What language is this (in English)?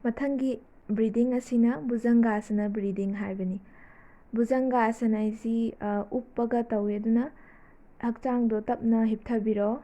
Manipuri